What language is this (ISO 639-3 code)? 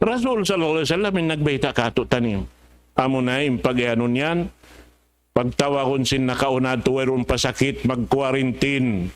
tsg